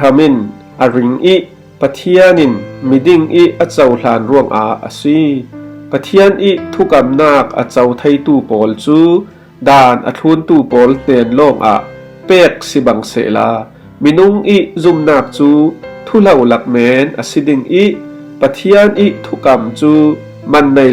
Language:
Falam Chin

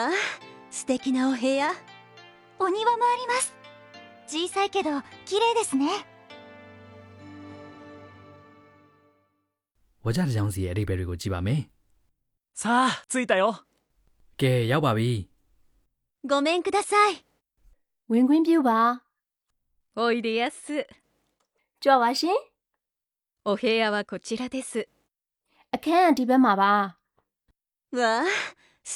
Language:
Burmese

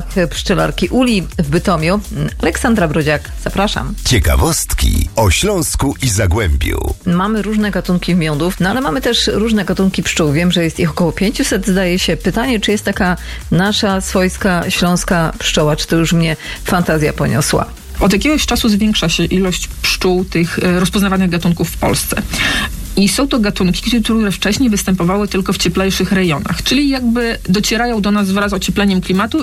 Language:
Polish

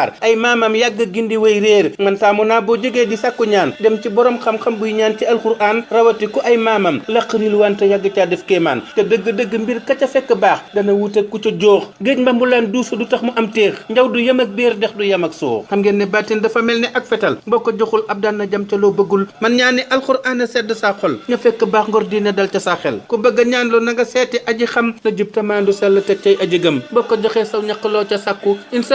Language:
Wolof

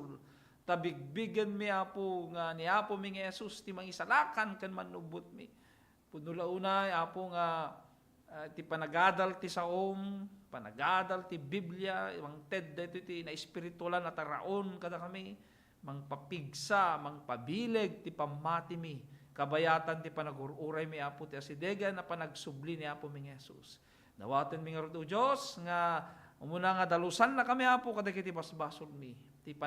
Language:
Iloko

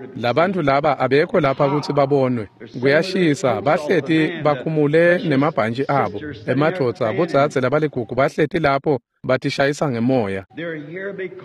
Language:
Swati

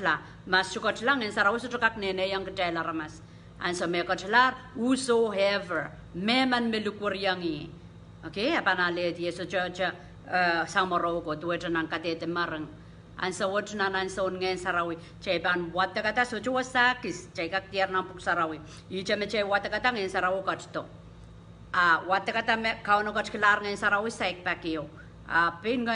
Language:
Pohnpeian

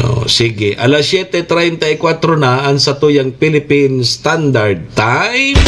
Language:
Bikol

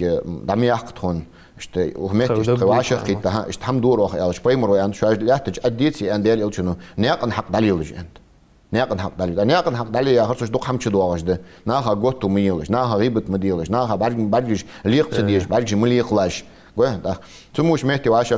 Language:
Ingush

